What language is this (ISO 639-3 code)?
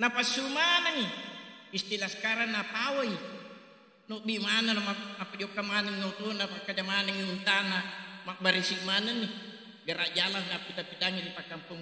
bug